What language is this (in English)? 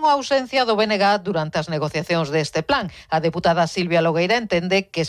Galician